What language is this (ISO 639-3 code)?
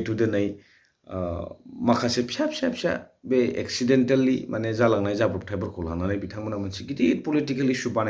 brx